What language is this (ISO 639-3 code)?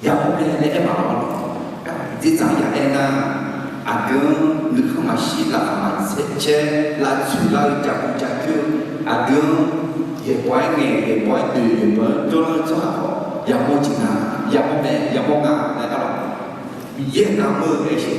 ahk